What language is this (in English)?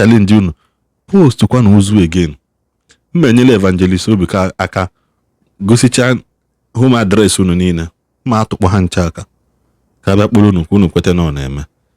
Igbo